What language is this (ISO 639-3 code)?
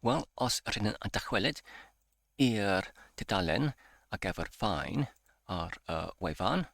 cym